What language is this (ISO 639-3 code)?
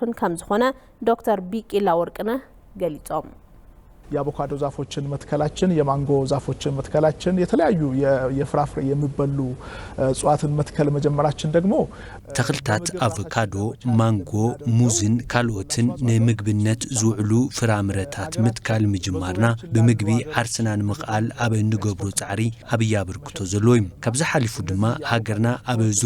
tir